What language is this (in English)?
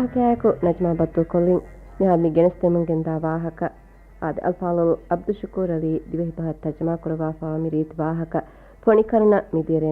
Divehi